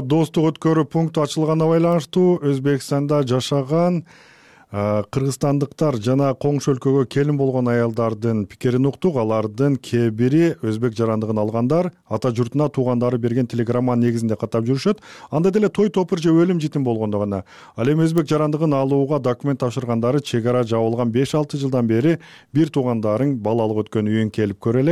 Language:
Kyrgyz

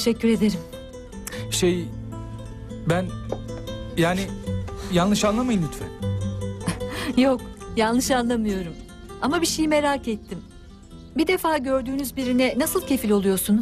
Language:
Turkish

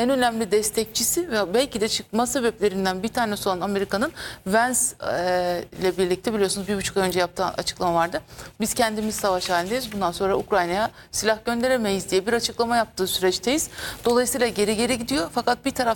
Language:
Turkish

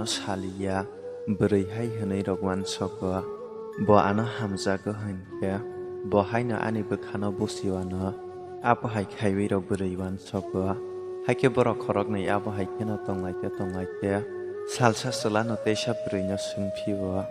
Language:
Kok Borok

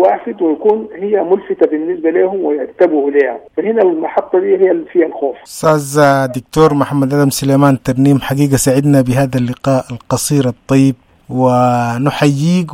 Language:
Sudanese Arabic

